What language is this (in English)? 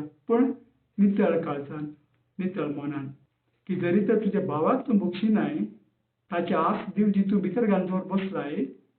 Konkani